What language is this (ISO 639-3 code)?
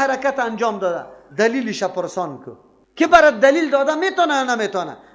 fas